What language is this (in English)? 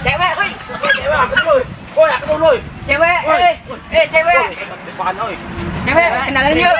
Musi